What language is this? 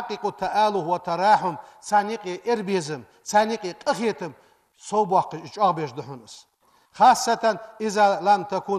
Ingush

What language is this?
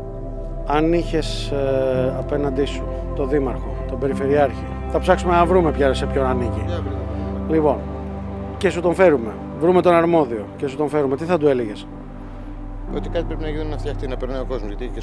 Greek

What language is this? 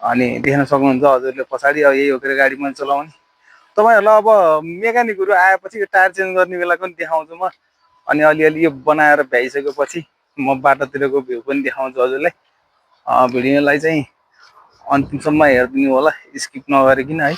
Nepali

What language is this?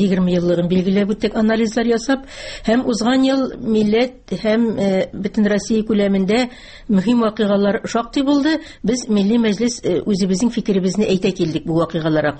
Tatar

